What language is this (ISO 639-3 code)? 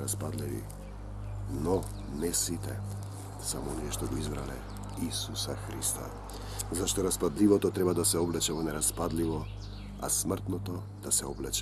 mkd